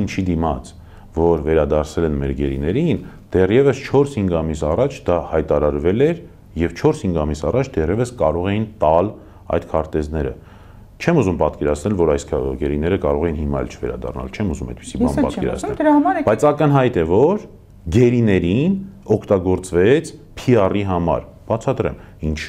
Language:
Armenian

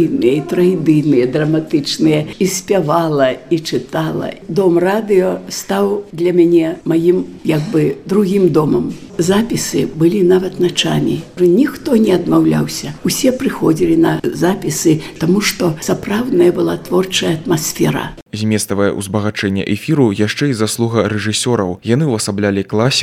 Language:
Belarusian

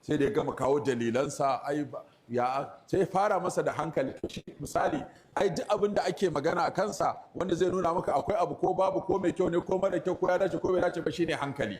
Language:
Hausa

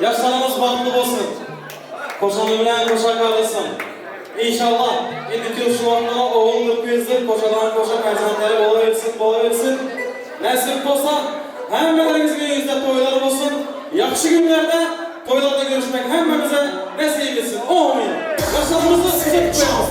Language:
Turkmen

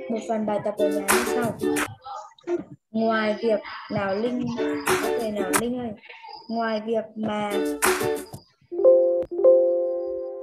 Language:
Vietnamese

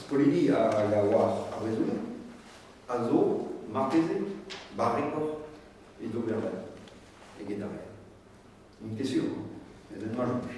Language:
Breton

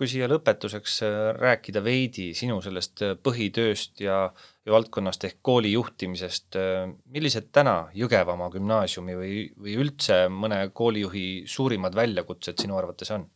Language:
Estonian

